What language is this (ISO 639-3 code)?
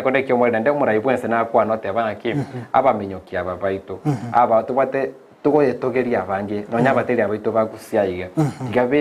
guz